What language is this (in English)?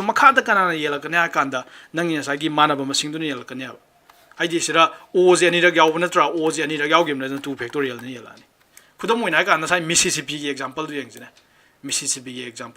Manipuri